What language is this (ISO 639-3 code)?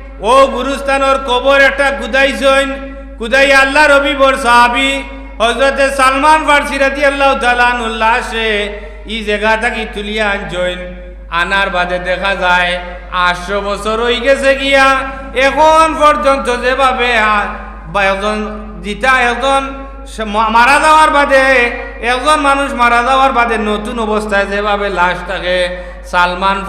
syl